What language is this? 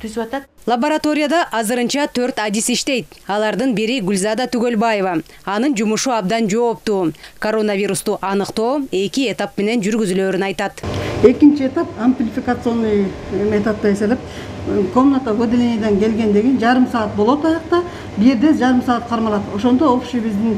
Kyrgyz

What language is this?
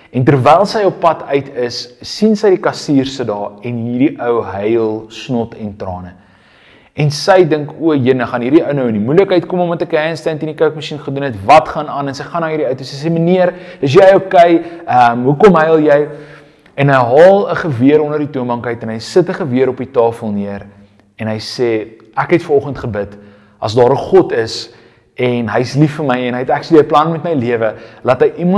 Afrikaans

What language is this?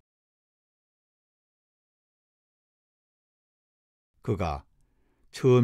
Korean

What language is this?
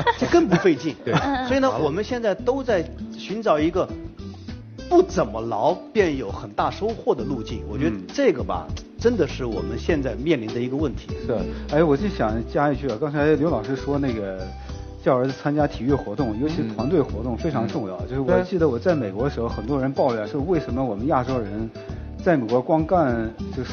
Chinese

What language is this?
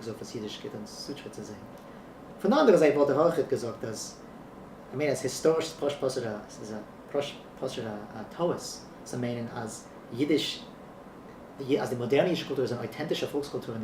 Yiddish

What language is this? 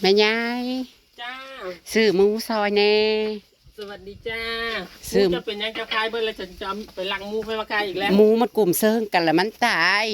Northeastern Thai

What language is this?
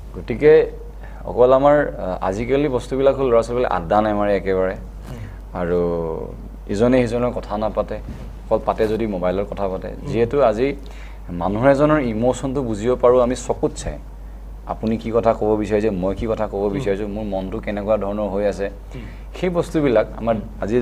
Assamese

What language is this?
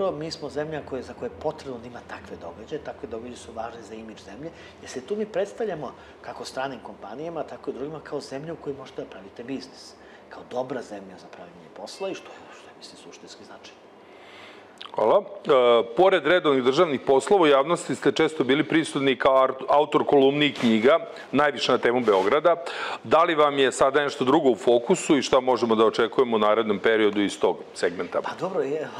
Serbian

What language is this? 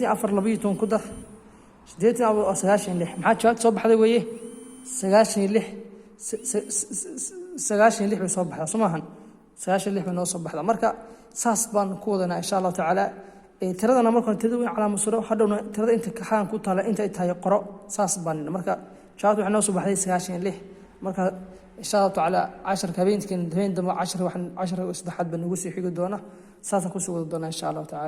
Somali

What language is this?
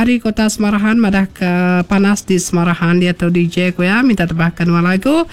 Iban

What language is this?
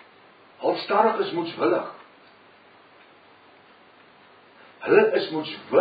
Afrikaans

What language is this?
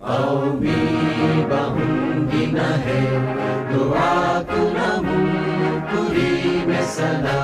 Divehi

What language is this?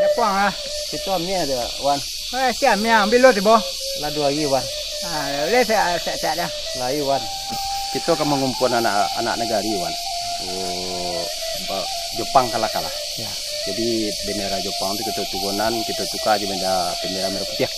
Minangkabau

